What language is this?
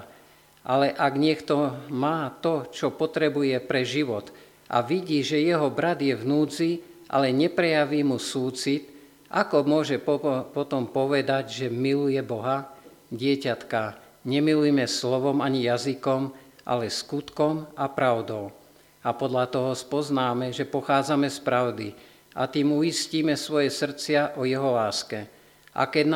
Slovak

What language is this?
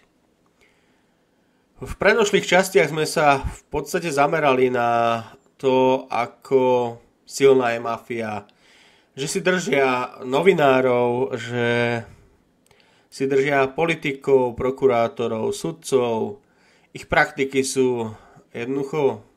Slovak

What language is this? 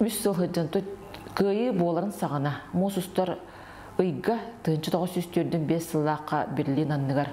Yakut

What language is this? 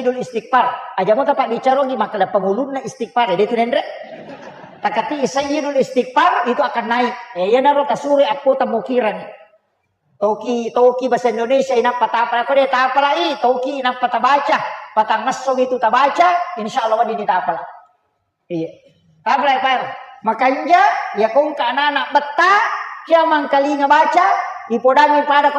Buginese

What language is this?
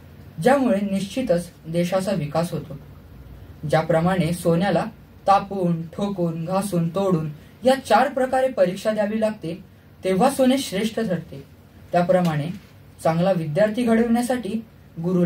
Marathi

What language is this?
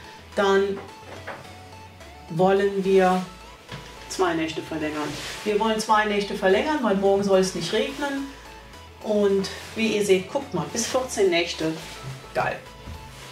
German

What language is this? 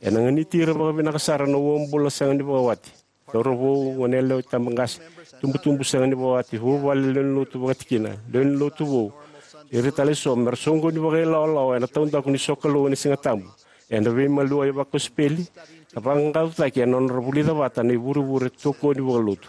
Fijian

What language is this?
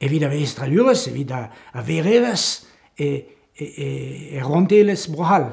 Breton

